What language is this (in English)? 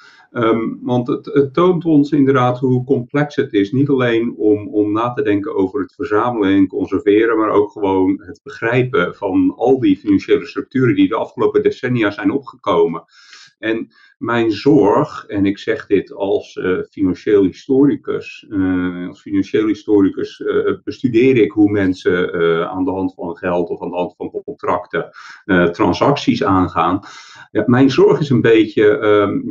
Dutch